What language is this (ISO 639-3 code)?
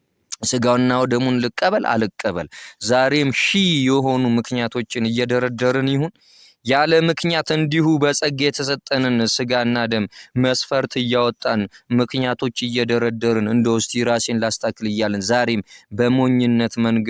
amh